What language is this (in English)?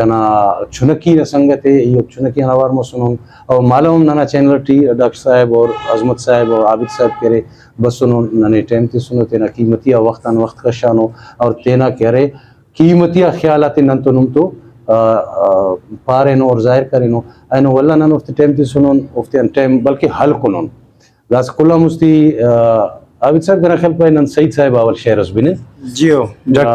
Brahui